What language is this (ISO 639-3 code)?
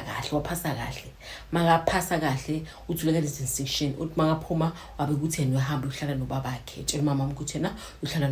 zul